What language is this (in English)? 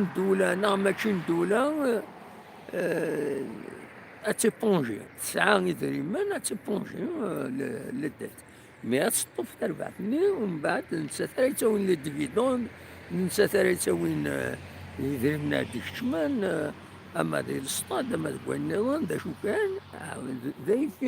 Kabyle